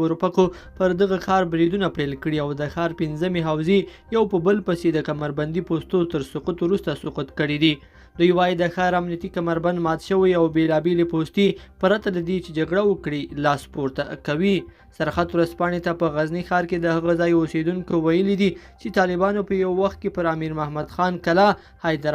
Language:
Pashto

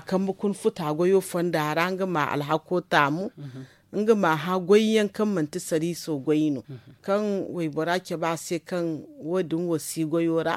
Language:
Zarma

